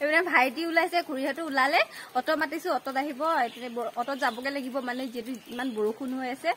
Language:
Assamese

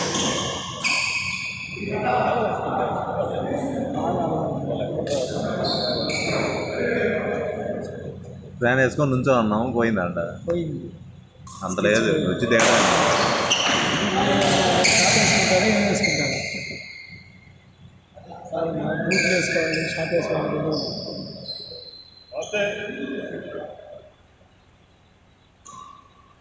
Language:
Telugu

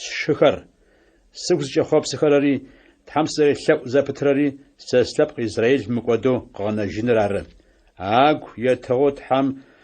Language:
Adyghe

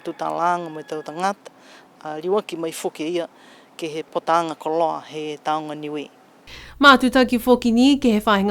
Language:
Niuean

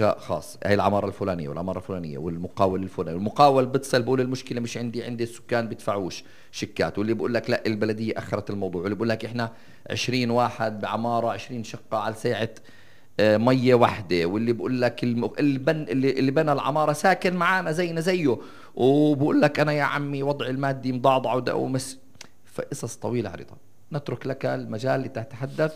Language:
North Levantine Arabic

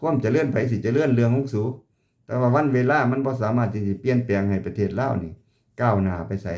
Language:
Lao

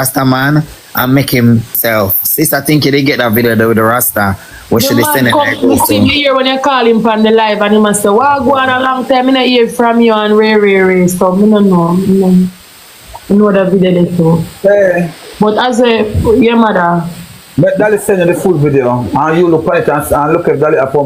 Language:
Jamaican Creole English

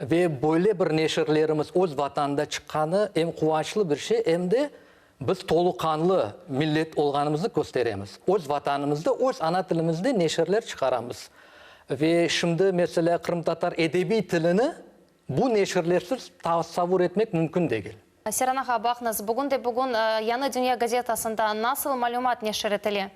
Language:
Crimean Tatar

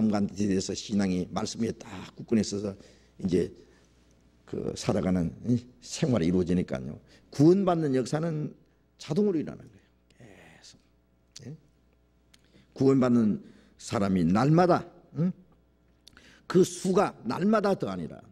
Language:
Korean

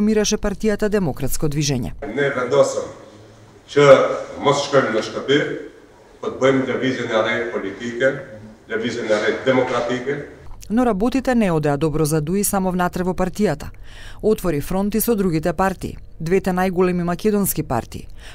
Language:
Macedonian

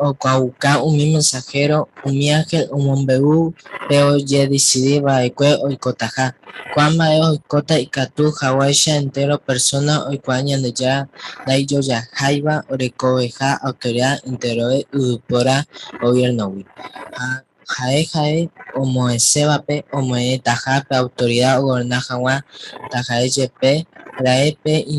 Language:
Guarani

